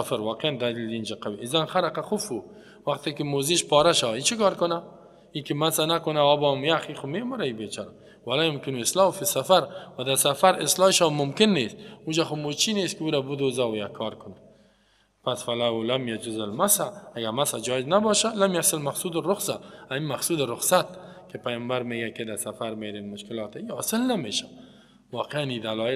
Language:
Persian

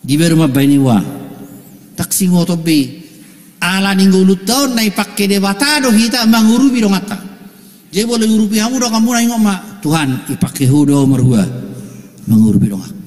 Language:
Batak Toba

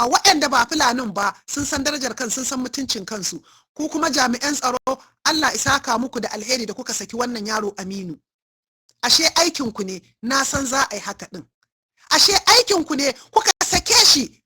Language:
Hausa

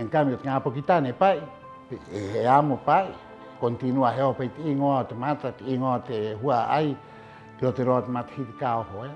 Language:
Rapanui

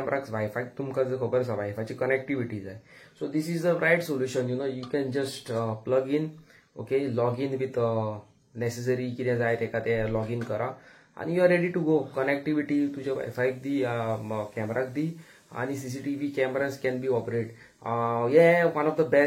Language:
Konkani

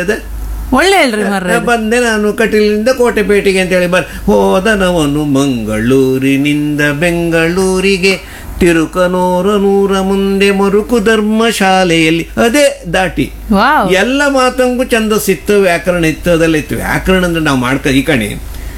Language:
Kannada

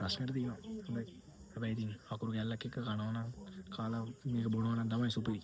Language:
Sinhala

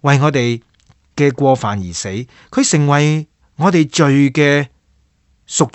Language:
Cantonese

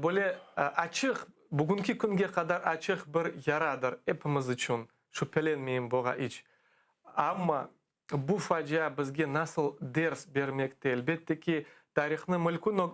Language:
Crimean Tatar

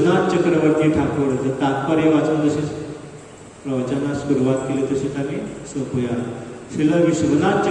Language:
Konkani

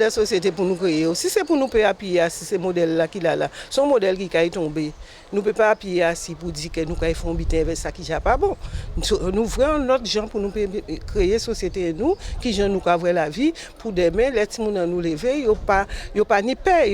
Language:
Guadeloupean Creole French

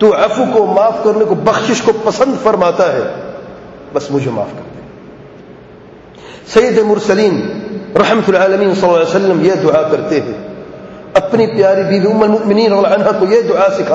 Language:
Urdu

